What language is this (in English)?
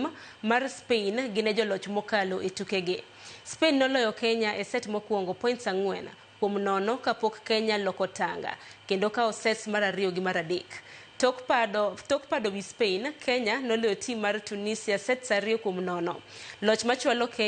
Luo (Kenya and Tanzania)